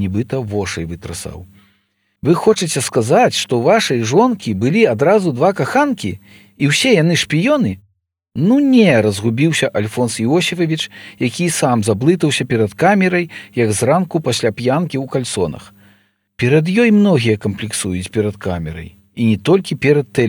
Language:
Belarusian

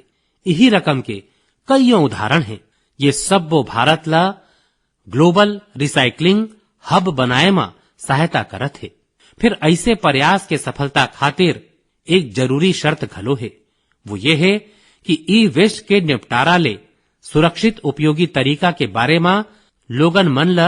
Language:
Chhattisgarhi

